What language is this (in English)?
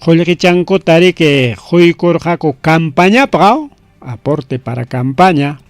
Ayacucho Quechua